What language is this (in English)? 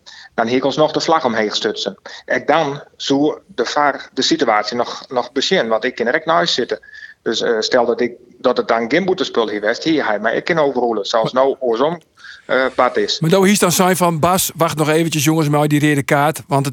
Western Frisian